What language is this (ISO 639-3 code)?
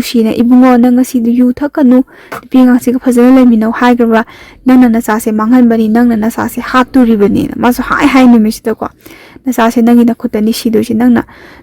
mni